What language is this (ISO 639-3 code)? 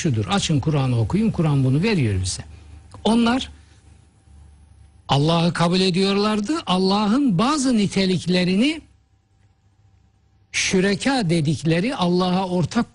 tur